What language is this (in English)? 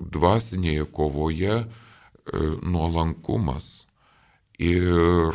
Lithuanian